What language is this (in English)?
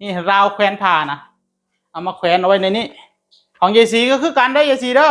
Northeastern Thai